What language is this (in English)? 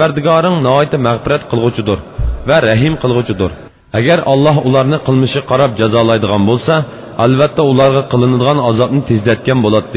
Uyghur